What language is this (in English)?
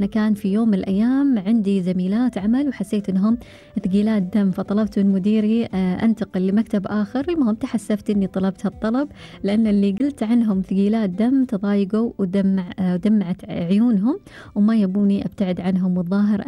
Gulf Arabic